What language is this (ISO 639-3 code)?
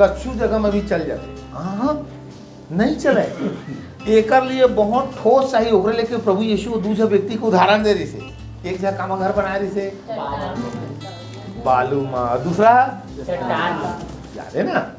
hne